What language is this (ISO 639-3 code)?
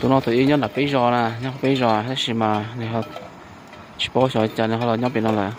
hmn